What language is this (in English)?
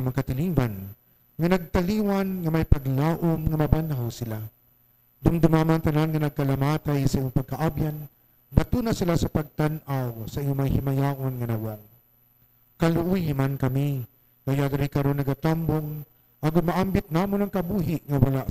Hiligaynon